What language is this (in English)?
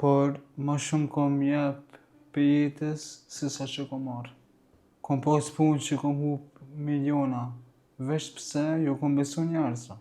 Albanian